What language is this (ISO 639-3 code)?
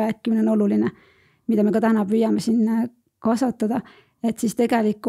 est